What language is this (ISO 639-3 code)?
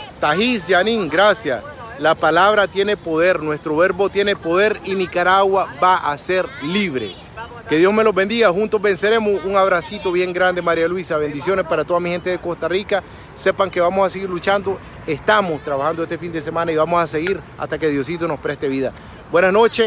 spa